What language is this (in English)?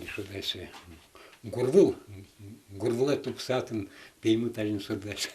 Udmurt